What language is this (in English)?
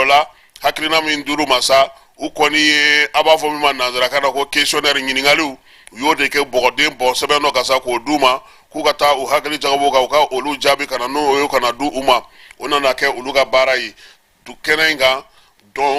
Bambara